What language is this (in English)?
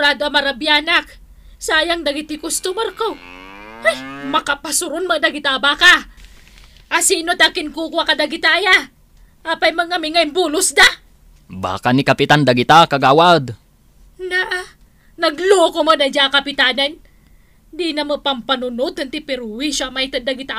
Iloko